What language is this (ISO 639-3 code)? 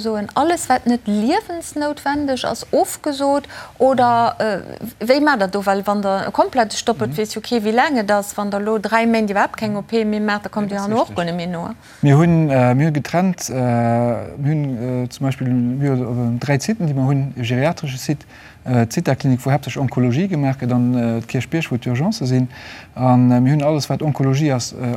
ltz